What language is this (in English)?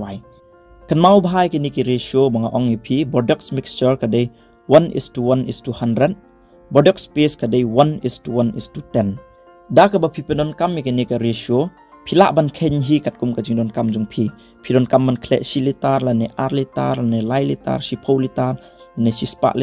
Khasi